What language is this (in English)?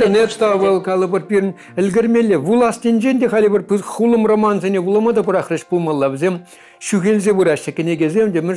Chuvash